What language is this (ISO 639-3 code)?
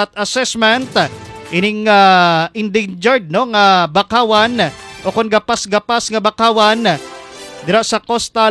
hil